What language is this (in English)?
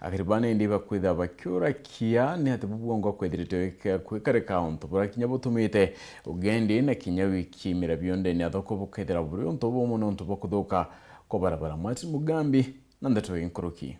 Meru